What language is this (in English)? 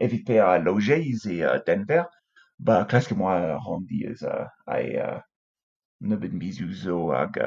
Breton